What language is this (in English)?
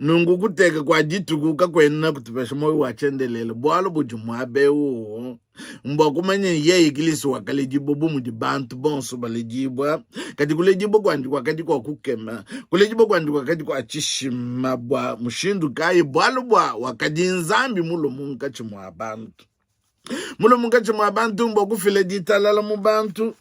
Luba-Lulua